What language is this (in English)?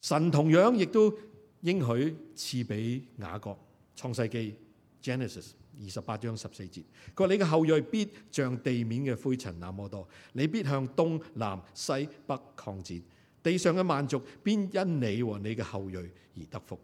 Cantonese